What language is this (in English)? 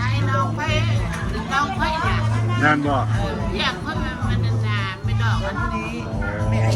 Lao